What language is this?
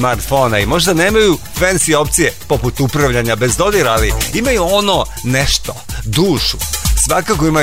Serbian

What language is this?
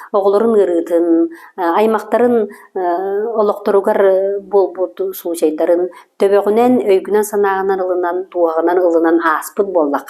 Yakut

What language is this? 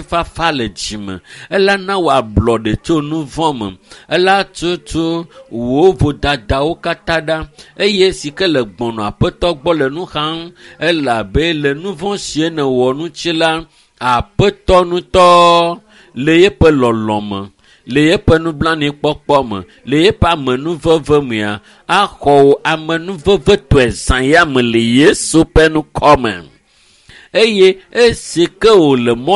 Ewe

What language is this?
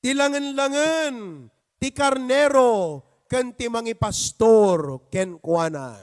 Iloko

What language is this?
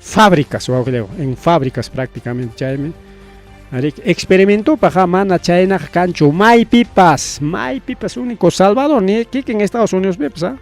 Ayacucho Quechua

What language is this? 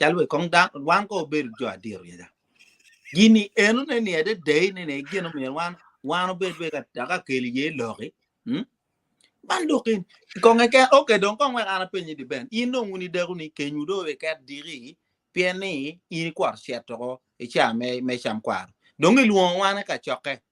Acoli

